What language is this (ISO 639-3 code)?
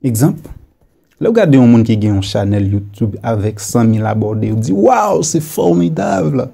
hat